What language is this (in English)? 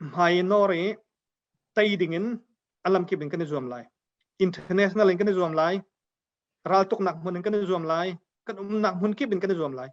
Hakha Chin